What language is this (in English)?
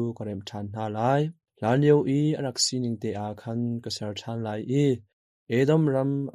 Hakha Chin